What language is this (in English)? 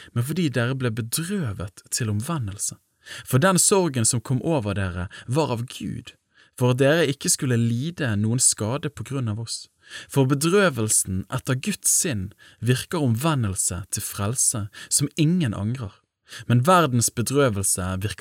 Norwegian